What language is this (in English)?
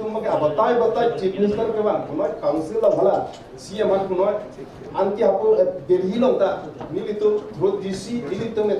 Karbi